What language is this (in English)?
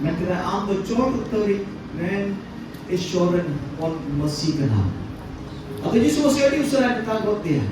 Santali